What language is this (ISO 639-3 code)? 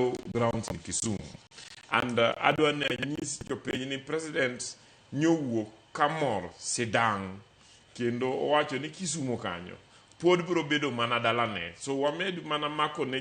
luo